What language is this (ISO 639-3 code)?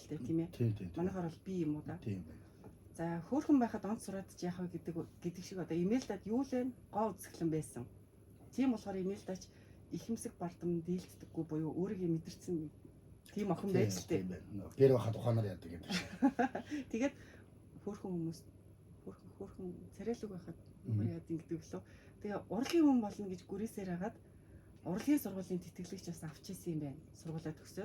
mon